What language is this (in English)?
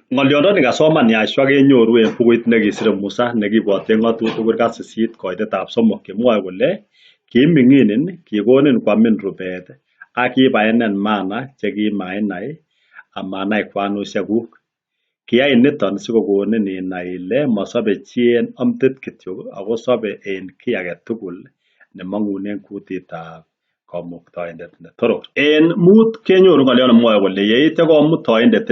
Kalenjin